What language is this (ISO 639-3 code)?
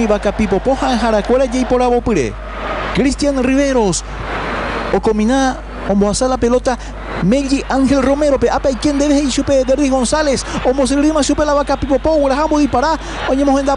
grn